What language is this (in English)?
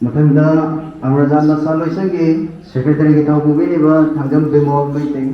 Manipuri